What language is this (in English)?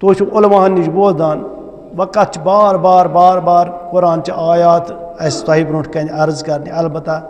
Kashmiri